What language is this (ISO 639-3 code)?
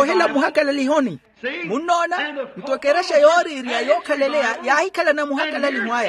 vmw